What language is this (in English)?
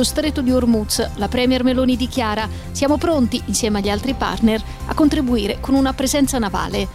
Italian